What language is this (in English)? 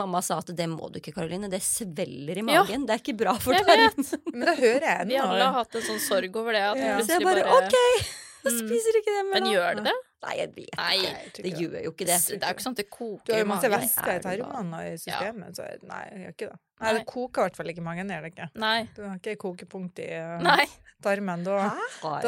Norwegian